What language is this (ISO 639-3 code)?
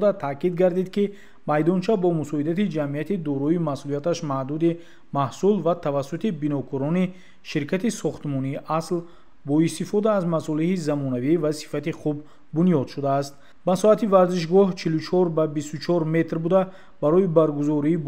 tgk